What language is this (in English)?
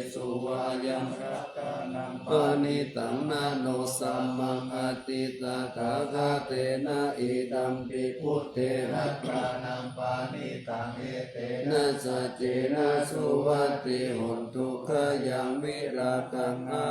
Pali